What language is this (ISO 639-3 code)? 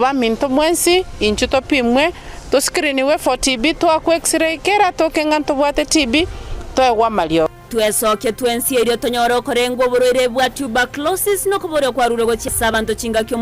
guz